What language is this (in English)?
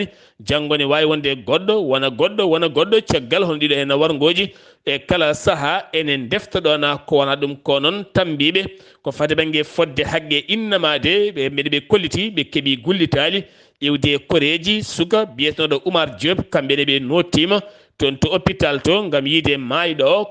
Fula